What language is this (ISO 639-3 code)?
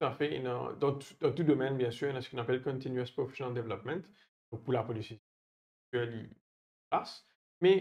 mfe